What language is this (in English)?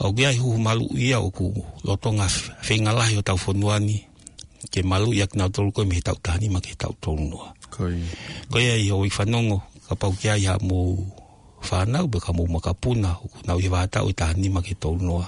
Tongan